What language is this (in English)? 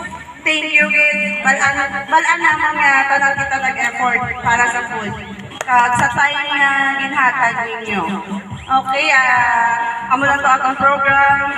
Hiligaynon